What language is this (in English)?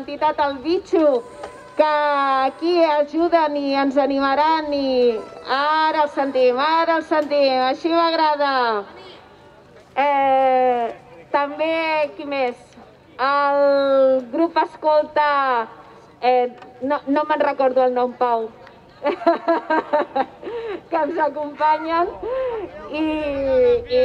Catalan